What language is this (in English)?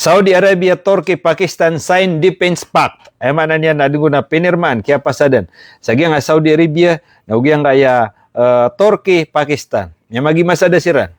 Maranao